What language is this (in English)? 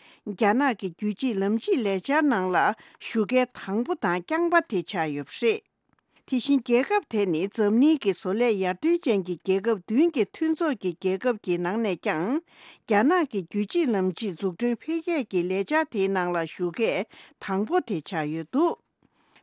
Tibetan